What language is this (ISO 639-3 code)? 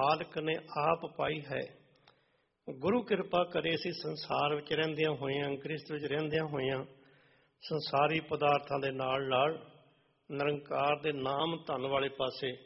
pan